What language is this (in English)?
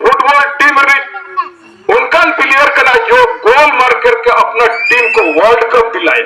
Santali